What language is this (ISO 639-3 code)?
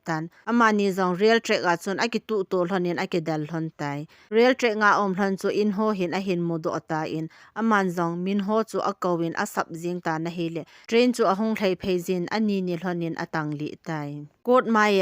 tcz